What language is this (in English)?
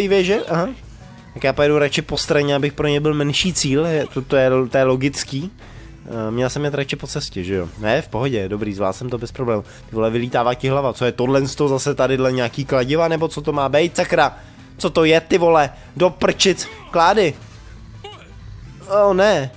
Czech